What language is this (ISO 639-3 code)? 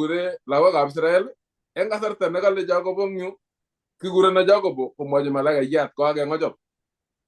kln